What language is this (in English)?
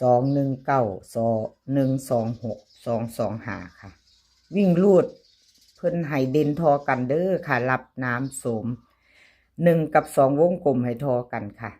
Northeastern Thai